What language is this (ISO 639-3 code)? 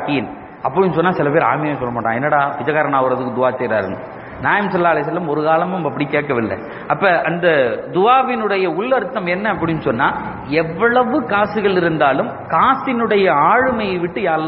tam